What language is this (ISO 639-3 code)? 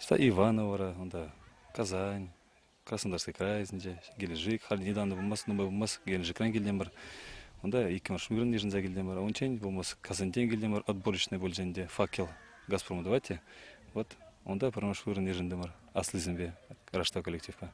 chv